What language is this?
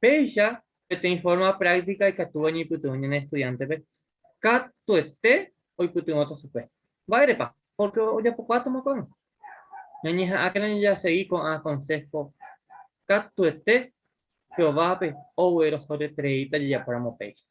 Guarani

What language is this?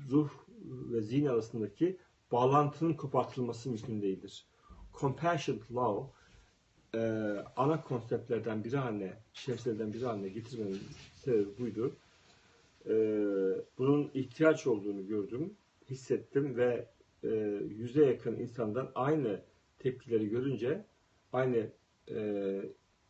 Turkish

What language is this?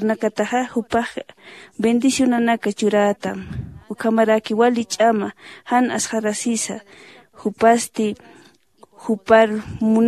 Aymara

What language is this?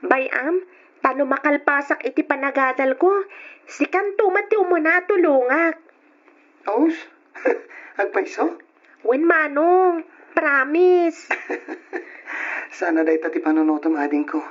Iloko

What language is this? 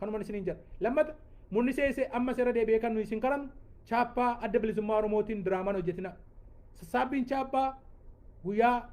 Oromo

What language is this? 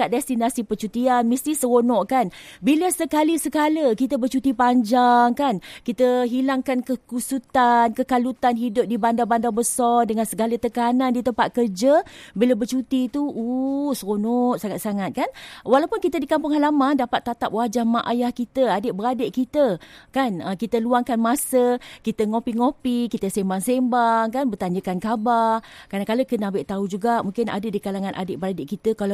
Malay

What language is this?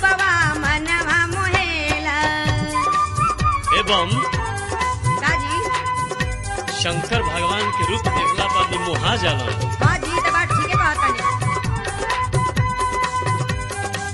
Bhojpuri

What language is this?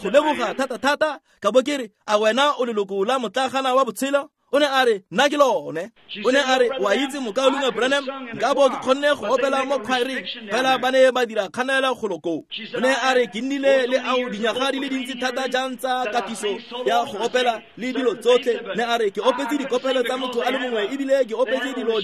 Tswana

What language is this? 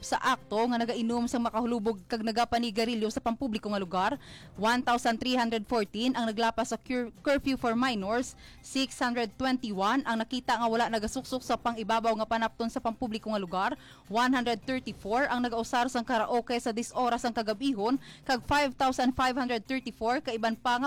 Hiligaynon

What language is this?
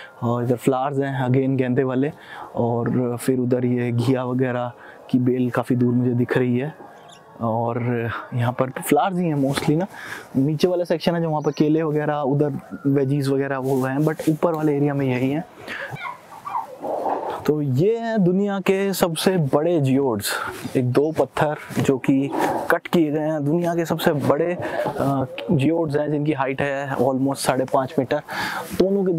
Hindi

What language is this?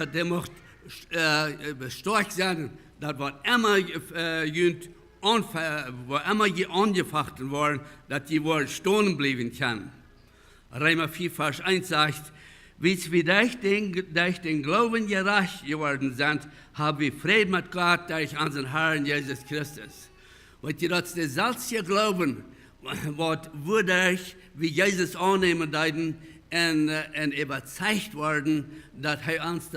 Plautdietsch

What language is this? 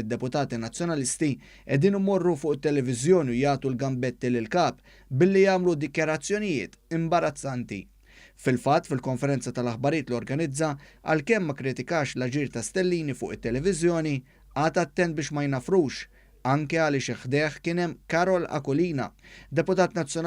Maltese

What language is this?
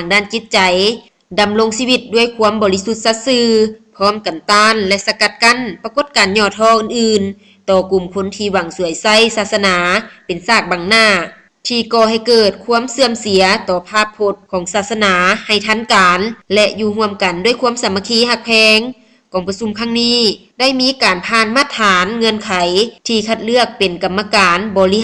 Lao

